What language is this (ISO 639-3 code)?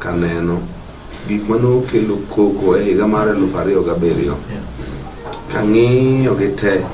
luo